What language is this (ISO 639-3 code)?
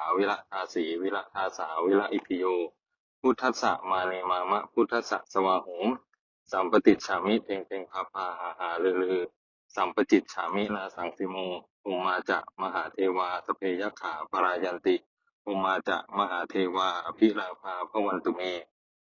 pli